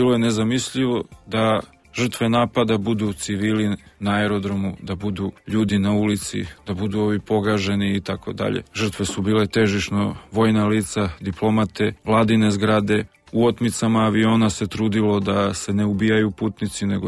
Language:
Serbian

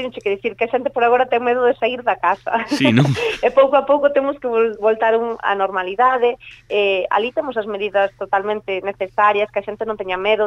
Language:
Galician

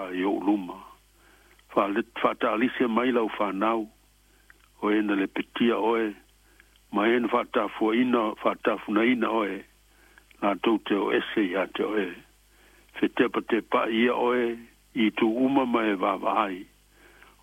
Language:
Samoan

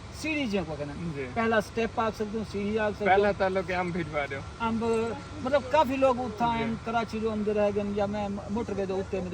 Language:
Saraiki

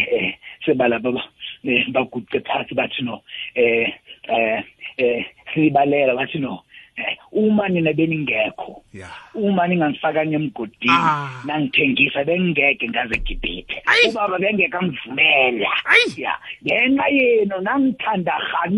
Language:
South Ndebele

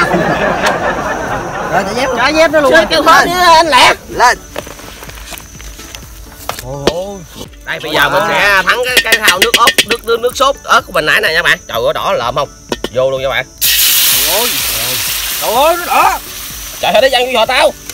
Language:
Vietnamese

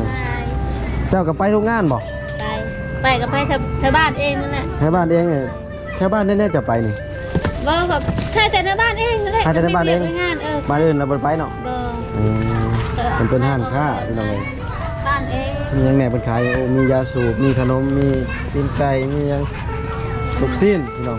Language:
Lao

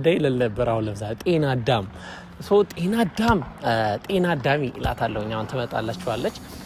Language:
Amharic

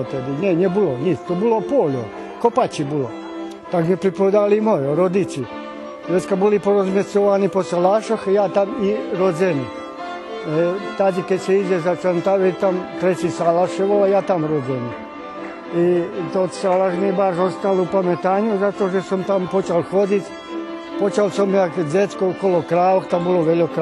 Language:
Rusyn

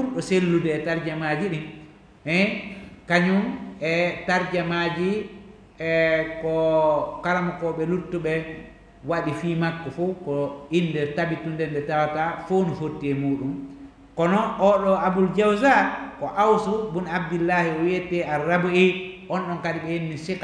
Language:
Fula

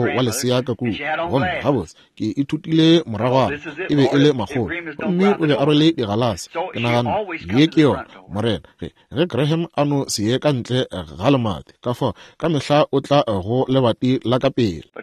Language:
Northern Sotho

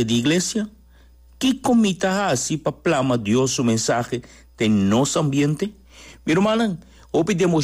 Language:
Papiamento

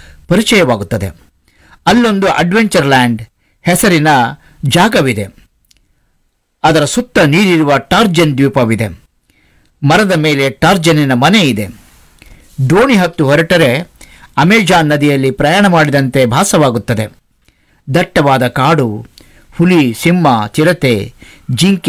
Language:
Kannada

